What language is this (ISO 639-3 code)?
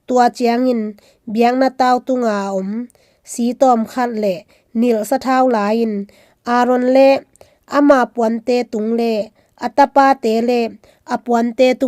ctd